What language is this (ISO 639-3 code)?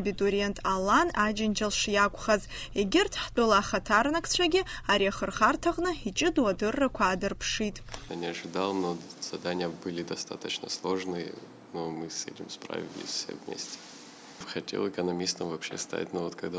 abk